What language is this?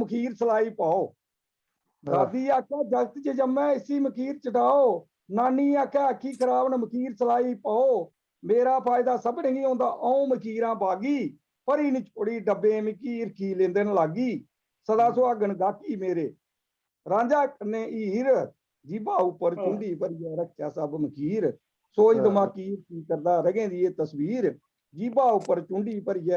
Dogri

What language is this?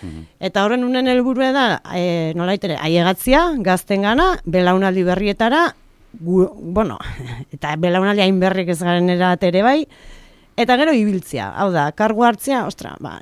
Basque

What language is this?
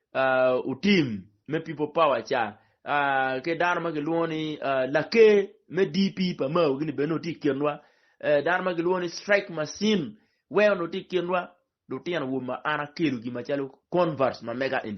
Acoli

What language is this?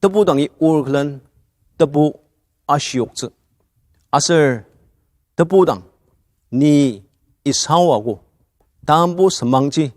Ao Naga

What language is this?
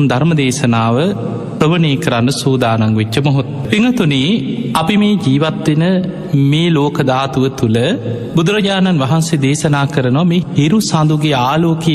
Sinhala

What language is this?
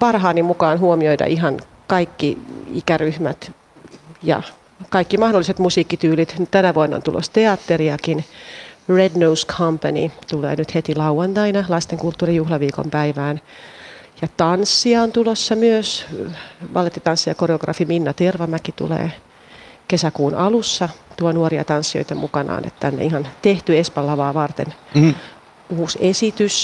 Finnish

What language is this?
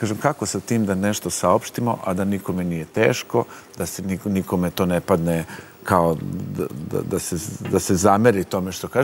Serbian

